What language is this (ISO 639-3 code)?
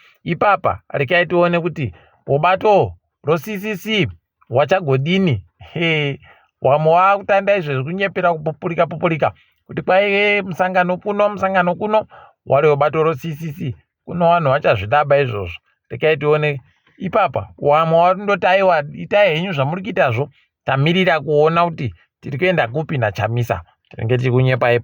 ndc